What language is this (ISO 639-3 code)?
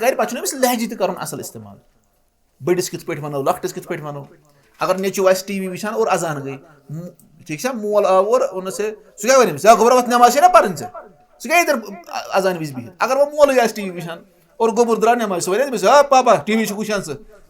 kas